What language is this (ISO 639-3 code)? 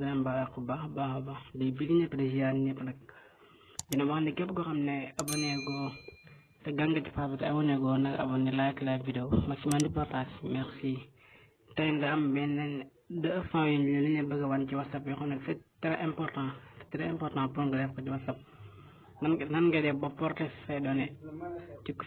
wol